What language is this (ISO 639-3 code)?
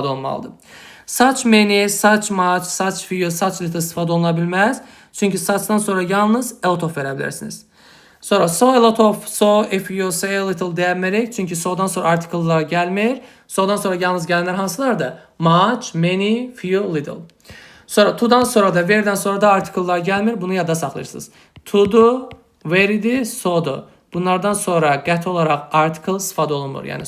aze